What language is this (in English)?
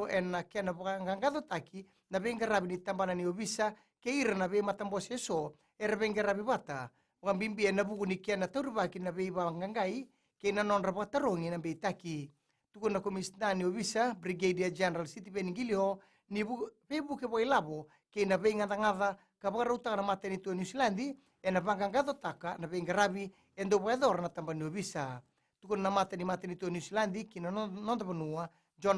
Fijian